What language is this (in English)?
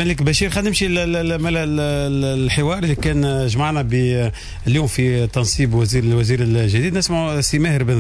Tunisian Arabic